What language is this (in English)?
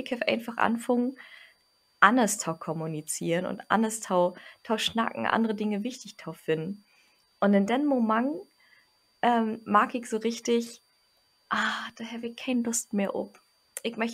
Low German